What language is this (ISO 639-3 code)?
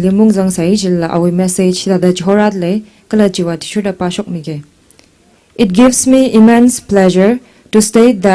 nmf